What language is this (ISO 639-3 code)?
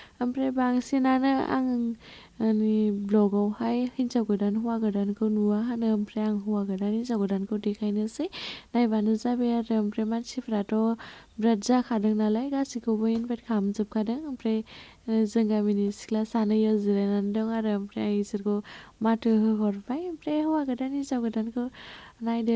brx